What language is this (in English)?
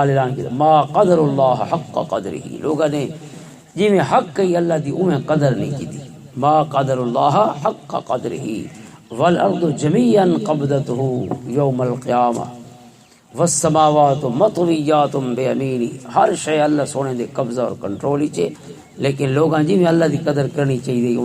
Western Panjabi